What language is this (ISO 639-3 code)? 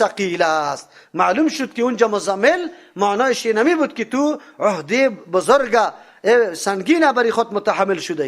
fas